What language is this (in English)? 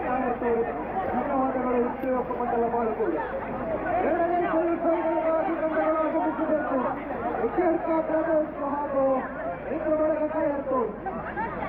Kannada